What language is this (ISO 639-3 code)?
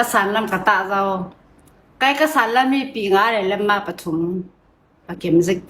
cfm